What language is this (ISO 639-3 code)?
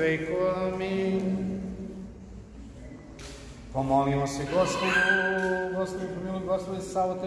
srp